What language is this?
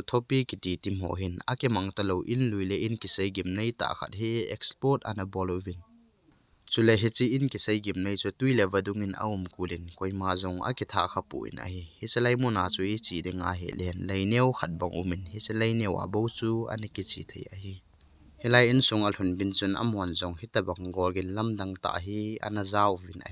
Thado Chin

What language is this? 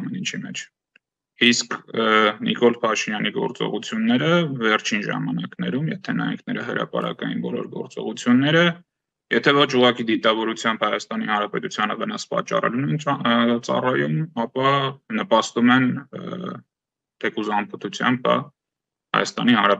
Armenian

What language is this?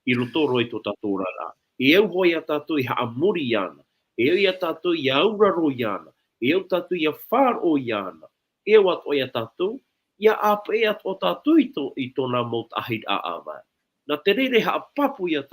Tahitian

